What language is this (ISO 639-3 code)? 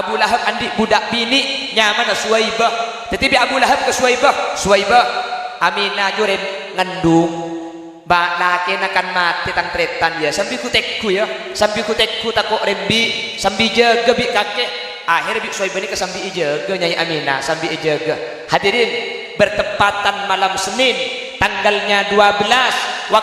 mad